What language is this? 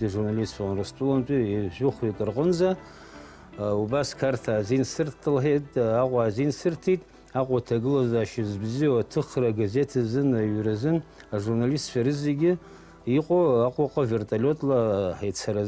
Abkhazian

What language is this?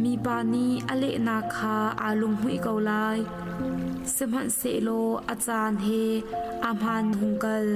Hakha Chin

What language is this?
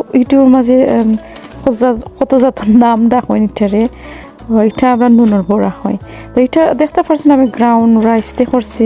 Sylheti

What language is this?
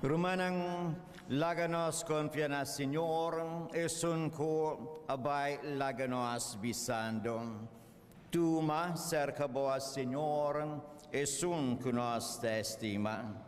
Papiamento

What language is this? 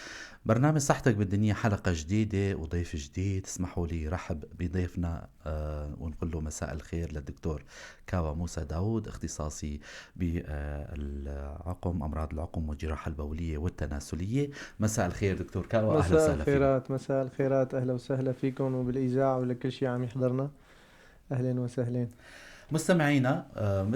North Levantine Arabic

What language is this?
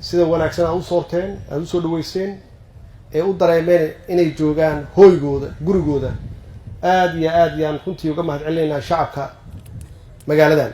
Somali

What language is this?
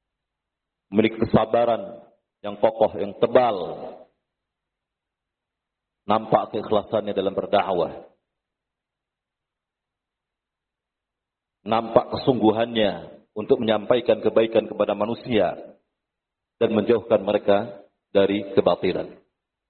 Indonesian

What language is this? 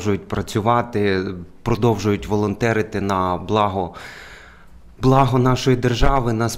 Ukrainian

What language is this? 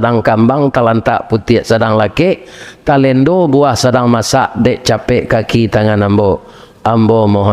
Minangkabau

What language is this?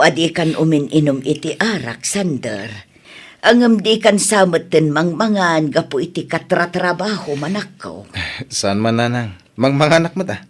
Iloko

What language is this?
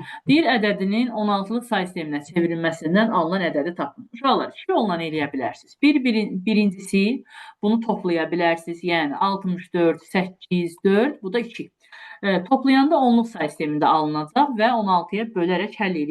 Azerbaijani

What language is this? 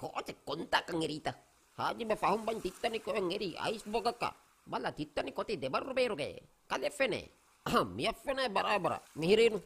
Divehi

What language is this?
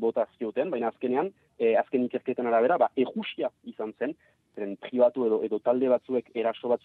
Basque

